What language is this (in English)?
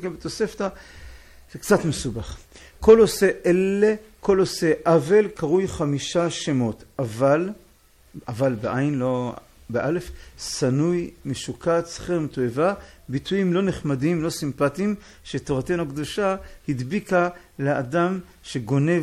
Hebrew